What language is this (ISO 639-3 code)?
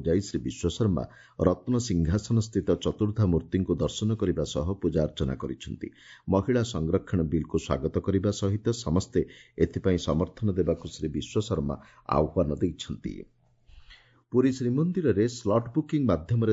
ori